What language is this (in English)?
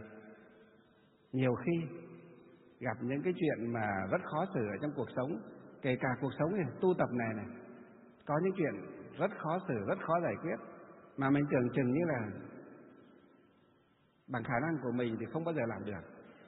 Vietnamese